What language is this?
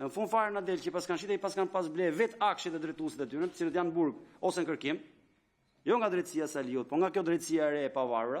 Albanian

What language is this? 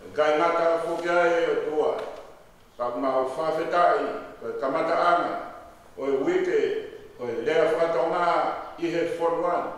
Tongan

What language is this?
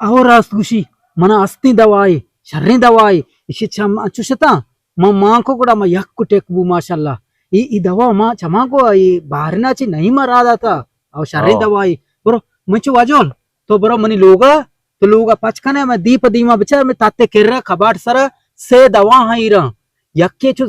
Eastern Balochi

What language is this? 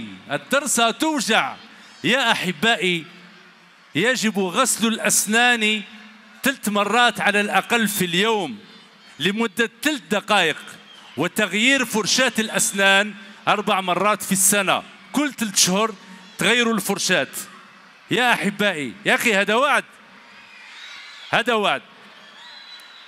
Algerian Arabic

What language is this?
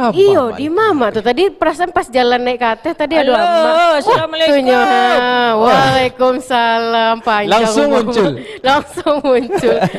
Minangkabau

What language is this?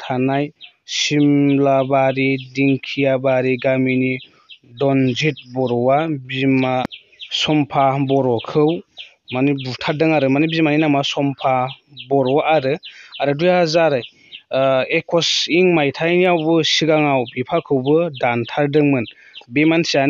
Bodo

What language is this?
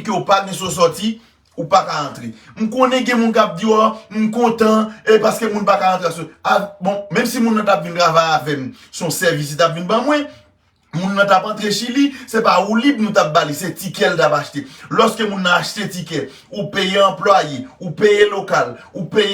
Haitian Creole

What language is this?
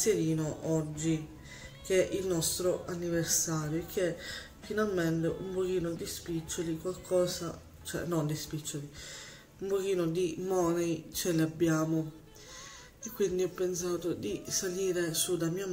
Italian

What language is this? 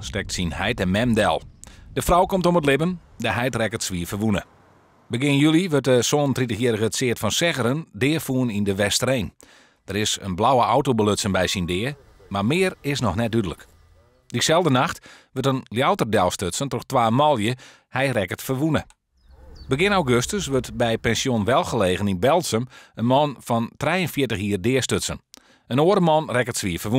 Western Frisian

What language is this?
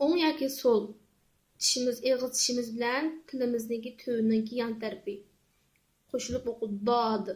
Uyghur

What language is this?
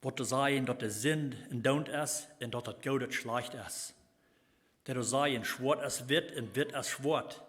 Plautdietsch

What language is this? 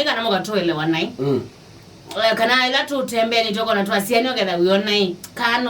Kamba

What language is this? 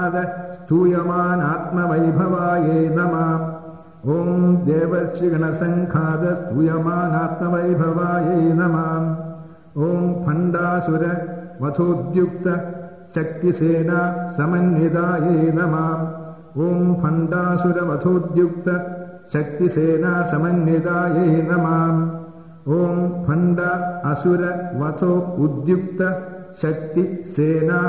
Malayalam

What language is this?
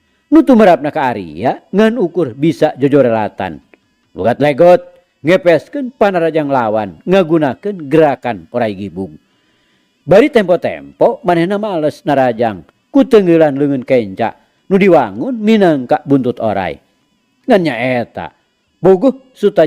Sundanese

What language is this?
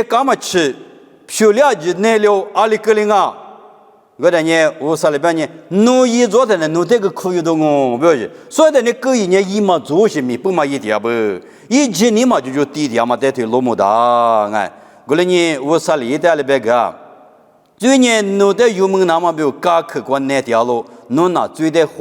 Lisu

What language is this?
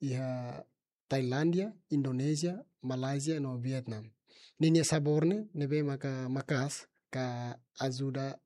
Tetum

